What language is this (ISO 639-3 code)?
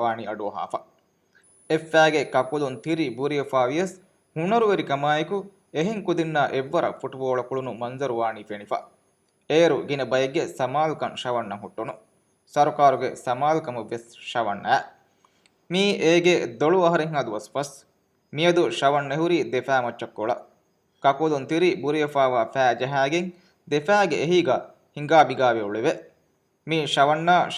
div